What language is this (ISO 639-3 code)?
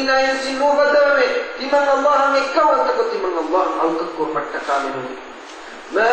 div